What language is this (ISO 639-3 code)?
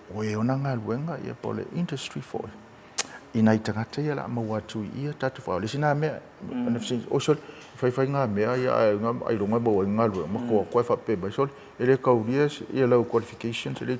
smo